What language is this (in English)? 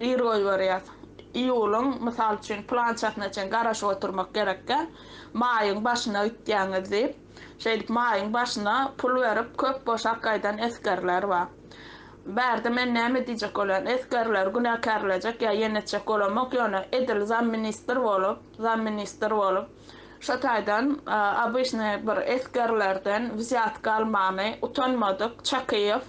Turkmen